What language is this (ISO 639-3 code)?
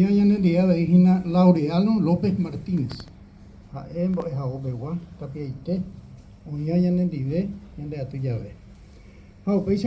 grn